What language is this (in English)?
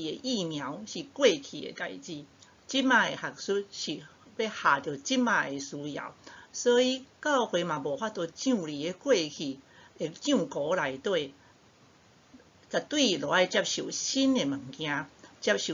Min Nan Chinese